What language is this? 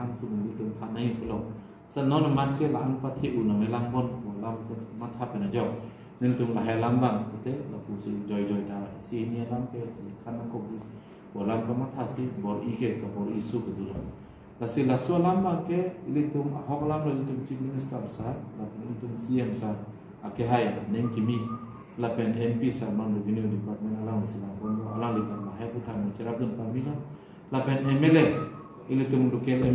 Karbi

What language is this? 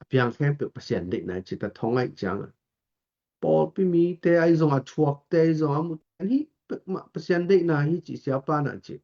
Tedim Chin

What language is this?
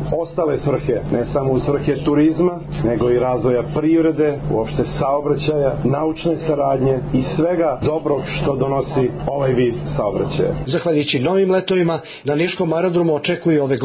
Serbian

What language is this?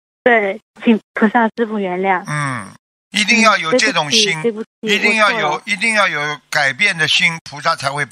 Chinese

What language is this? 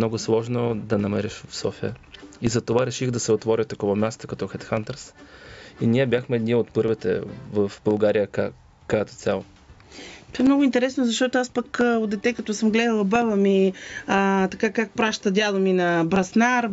Bulgarian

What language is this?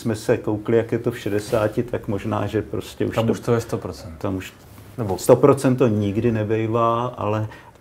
Czech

